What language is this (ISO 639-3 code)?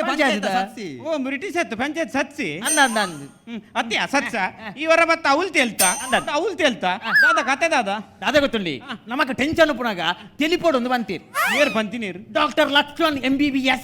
tcy